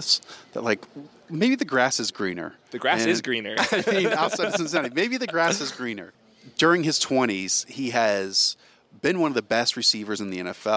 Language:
English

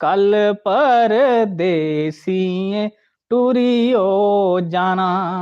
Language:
Dogri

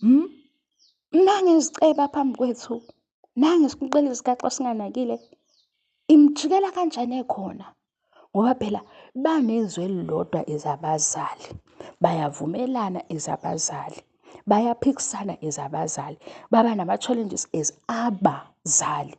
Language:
Zulu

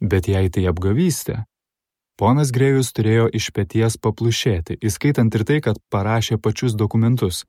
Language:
Lithuanian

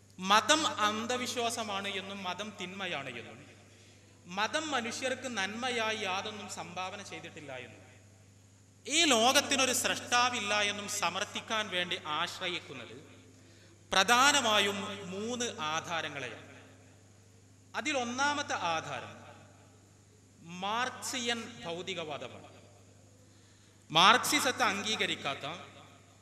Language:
Malayalam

